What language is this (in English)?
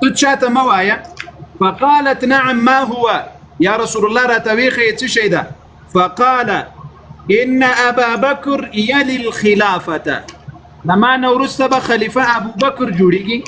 Pashto